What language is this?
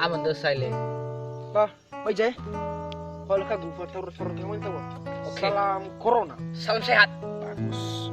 Nias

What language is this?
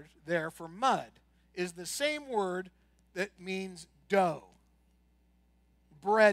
English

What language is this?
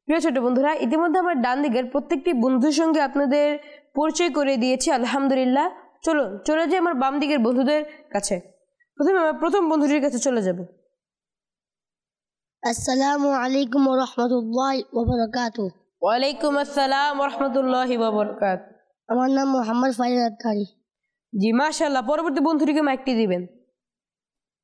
Bangla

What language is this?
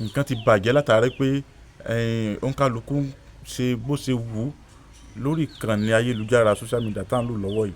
Yoruba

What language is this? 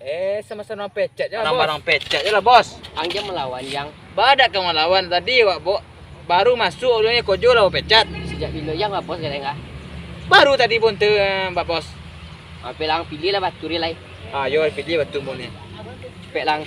Minangkabau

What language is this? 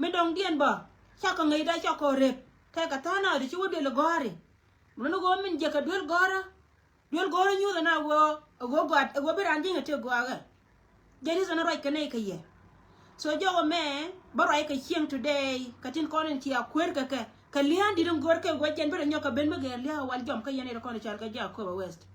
Nuer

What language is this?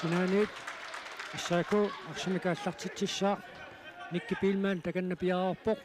Kalaallisut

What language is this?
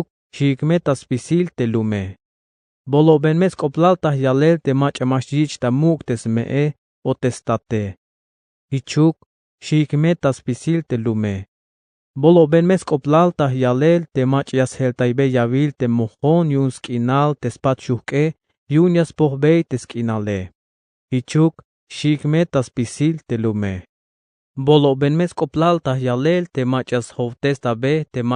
Tzeltal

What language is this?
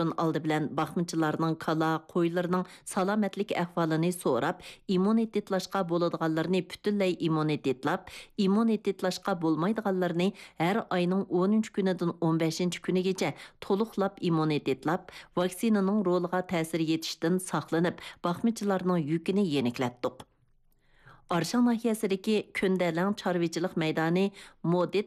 Uyghur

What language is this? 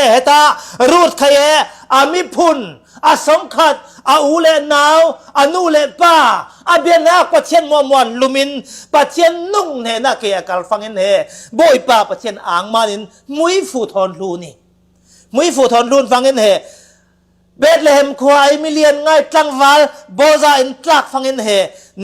Falam Chin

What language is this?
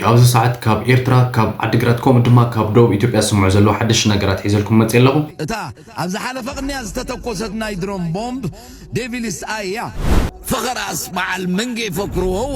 Tigrinya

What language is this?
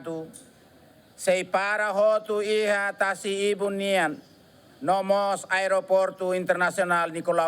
Tetum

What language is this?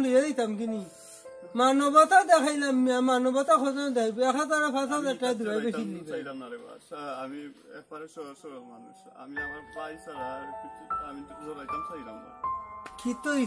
Sylheti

